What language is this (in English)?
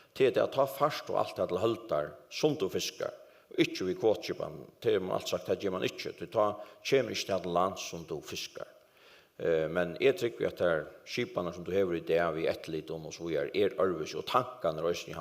Faroese